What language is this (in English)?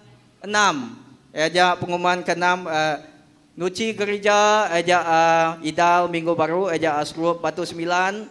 Iban